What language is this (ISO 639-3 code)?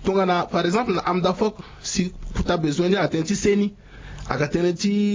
sag